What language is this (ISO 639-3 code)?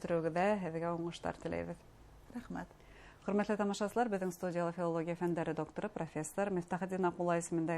bak